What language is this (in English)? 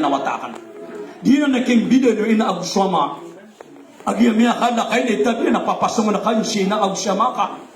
Maranao